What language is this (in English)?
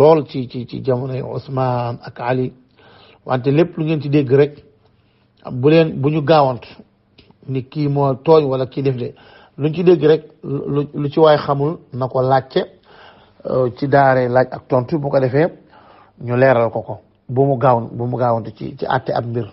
Wolof